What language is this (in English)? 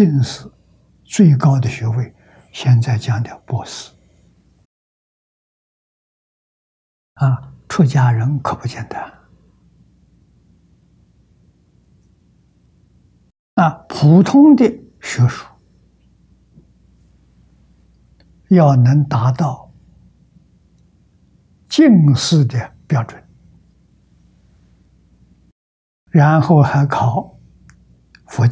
Chinese